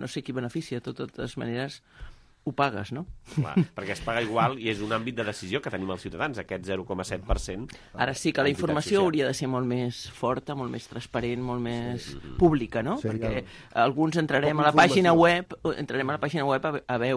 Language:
Catalan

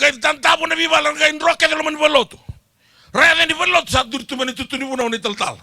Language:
Fijian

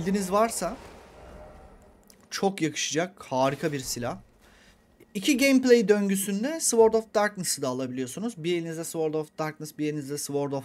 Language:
Turkish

